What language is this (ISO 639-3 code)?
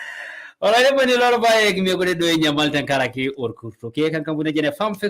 mas